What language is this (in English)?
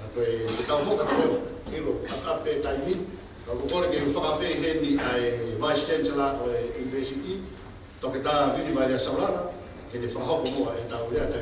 Tongan